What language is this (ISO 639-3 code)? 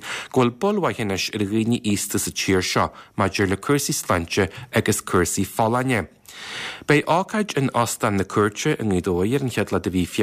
gle